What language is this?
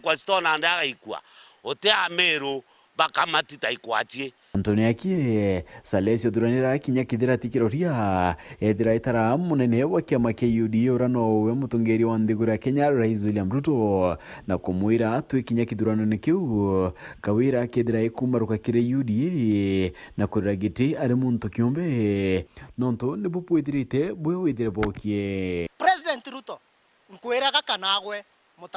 Meru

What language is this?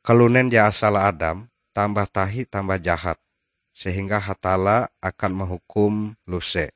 Ngaju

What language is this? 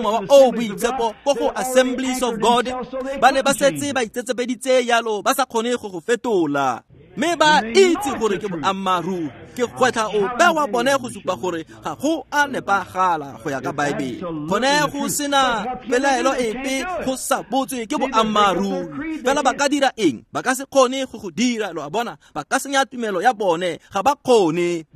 Tswana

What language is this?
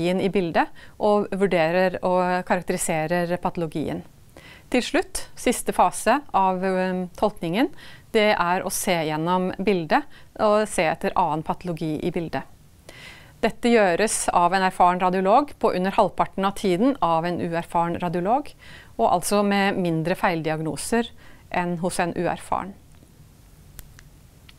Norwegian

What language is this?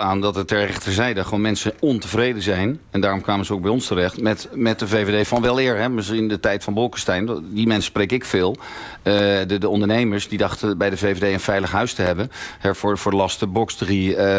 Dutch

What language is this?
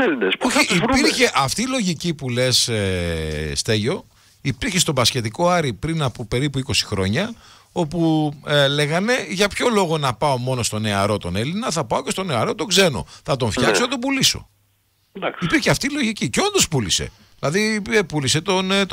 Greek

